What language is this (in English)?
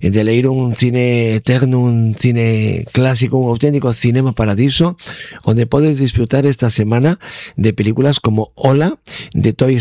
Galician